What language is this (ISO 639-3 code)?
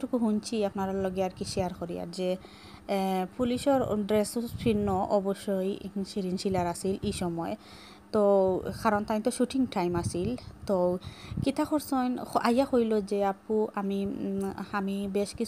syl